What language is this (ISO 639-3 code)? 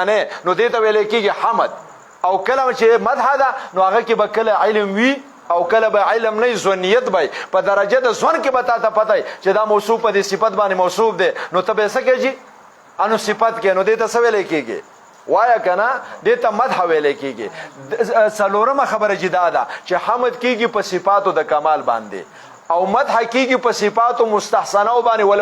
pus